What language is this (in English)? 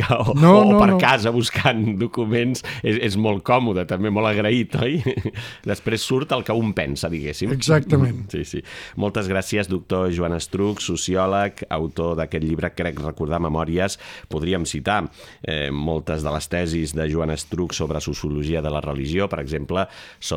Catalan